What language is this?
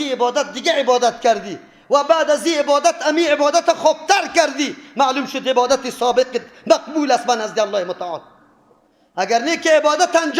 Persian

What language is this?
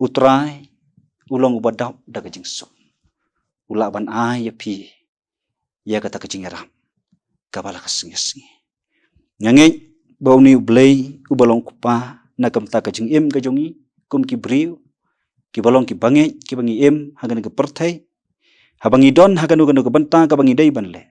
Khasi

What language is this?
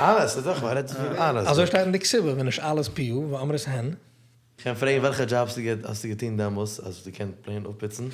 Yiddish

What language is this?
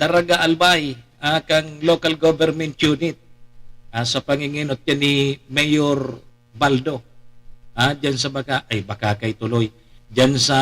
Bikol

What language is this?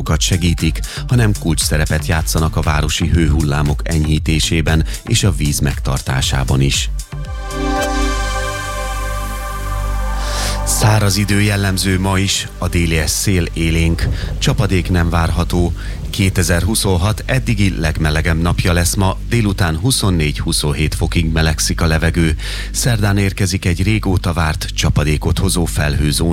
Hungarian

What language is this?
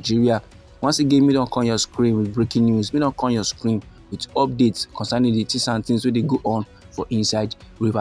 Nigerian Pidgin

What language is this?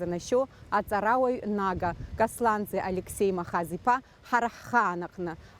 Abkhazian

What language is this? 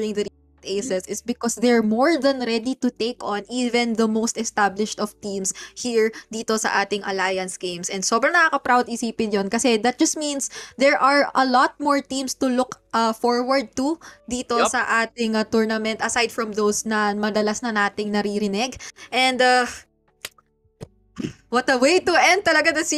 Filipino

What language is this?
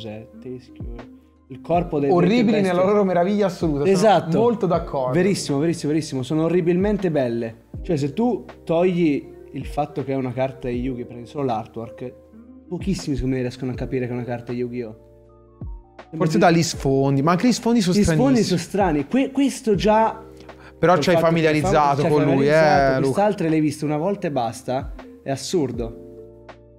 Italian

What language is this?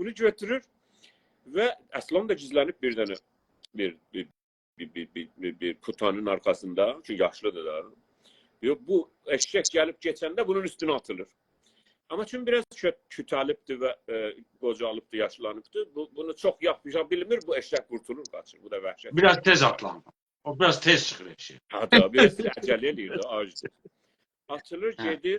South Azerbaijani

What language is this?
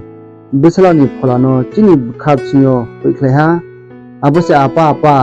Riang (India)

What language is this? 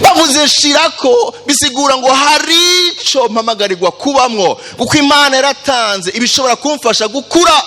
Rundi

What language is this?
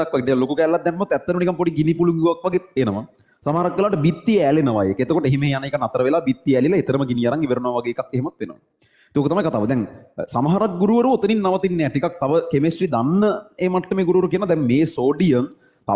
Sinhala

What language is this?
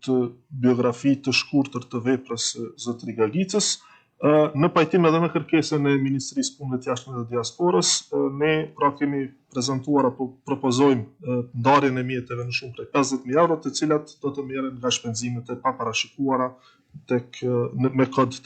Albanian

